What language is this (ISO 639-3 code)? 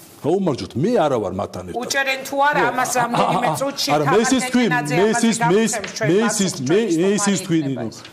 kat